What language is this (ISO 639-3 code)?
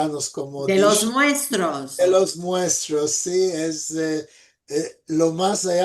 lad